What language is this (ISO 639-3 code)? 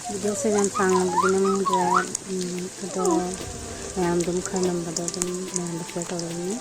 mni